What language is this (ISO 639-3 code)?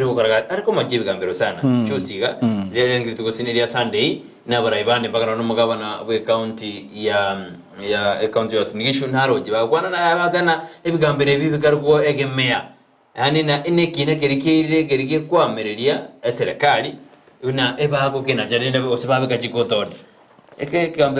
guz